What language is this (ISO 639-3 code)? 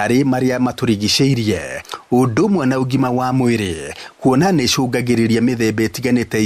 kik